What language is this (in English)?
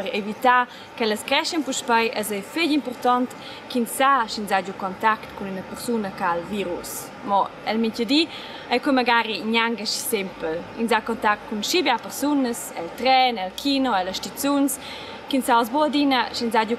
Romansh